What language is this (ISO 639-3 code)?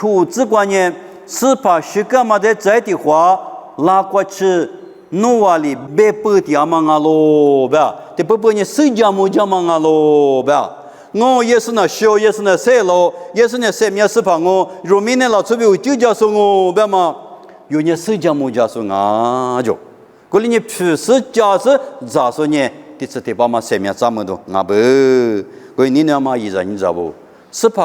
lis